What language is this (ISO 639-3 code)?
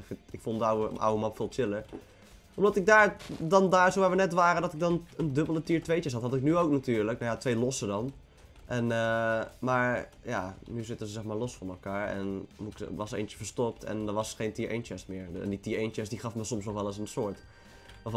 nld